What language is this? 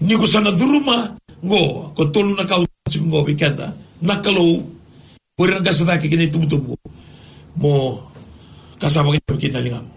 Fijian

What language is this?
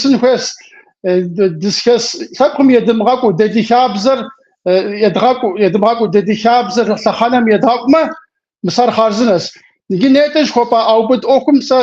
Kabardian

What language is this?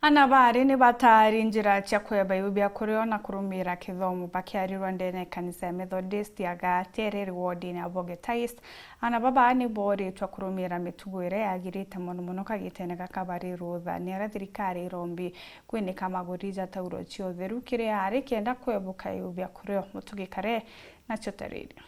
Meru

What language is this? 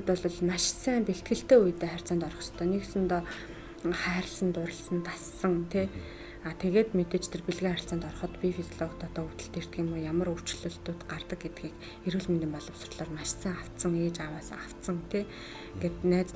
Mongolian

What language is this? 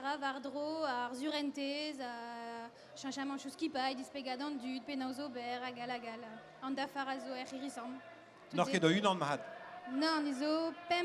Breton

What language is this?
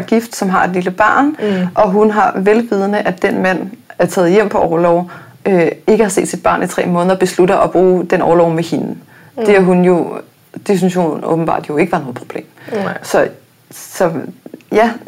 Danish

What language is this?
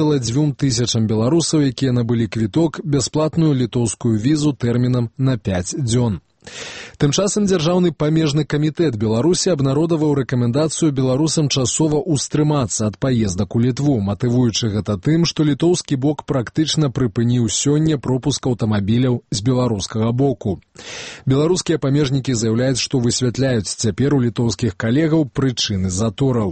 Belarusian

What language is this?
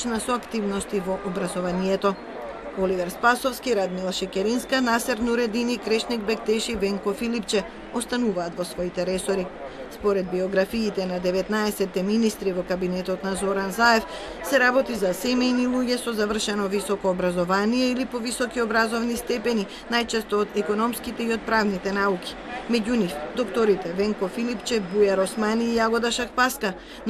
Macedonian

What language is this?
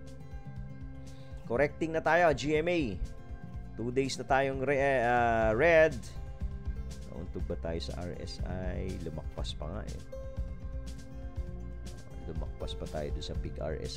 Filipino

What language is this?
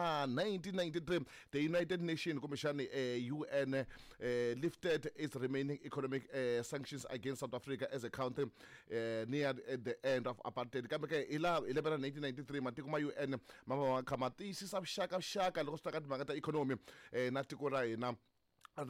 Tsonga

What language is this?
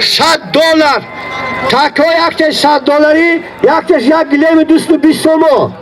Tajik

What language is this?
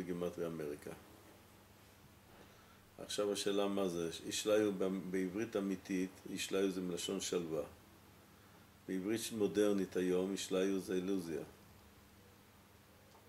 Hebrew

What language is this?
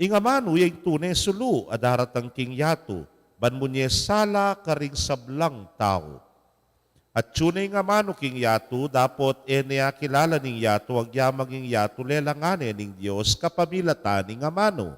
Pampanga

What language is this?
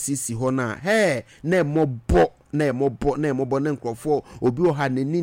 Akan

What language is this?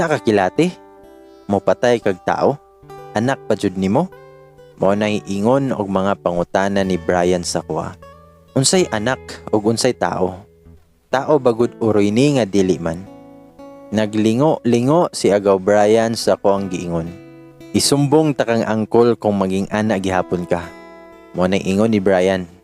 Cebuano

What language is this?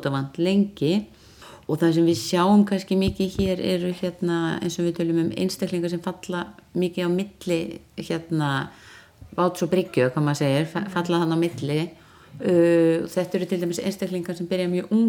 Icelandic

